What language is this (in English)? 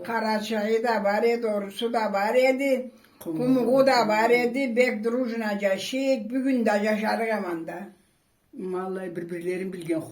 Karachay-Balkar